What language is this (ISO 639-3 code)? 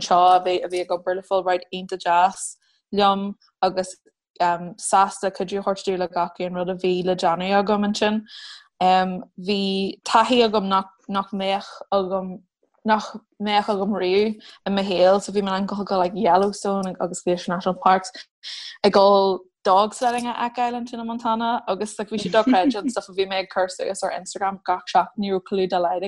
gle